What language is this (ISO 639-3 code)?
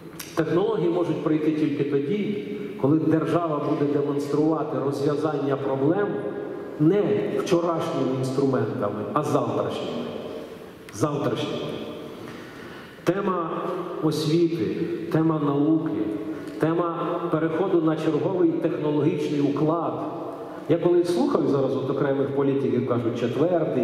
ukr